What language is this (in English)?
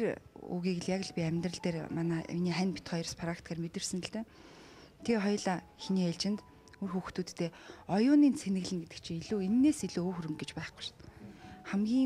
Mongolian